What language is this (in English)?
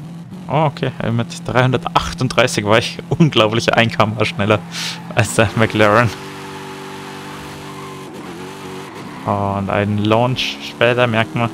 German